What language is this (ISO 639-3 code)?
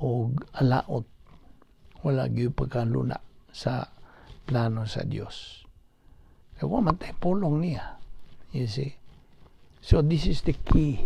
ceb